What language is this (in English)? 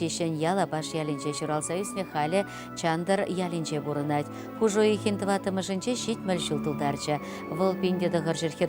Chuvash